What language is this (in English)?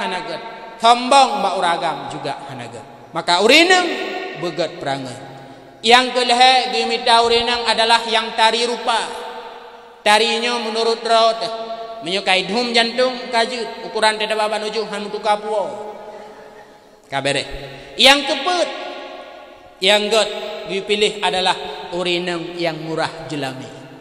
Achinese